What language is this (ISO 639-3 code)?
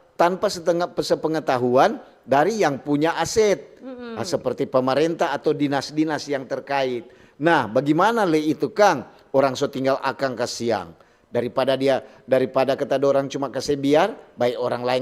xmm